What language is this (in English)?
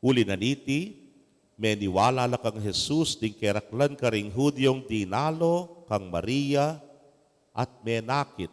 Pampanga